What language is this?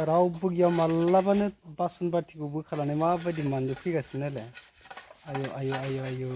Bodo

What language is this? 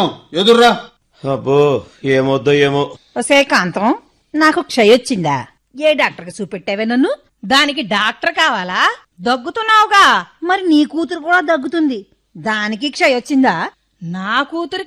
Telugu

